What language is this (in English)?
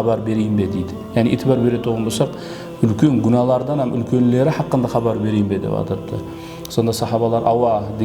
Kara-Kalpak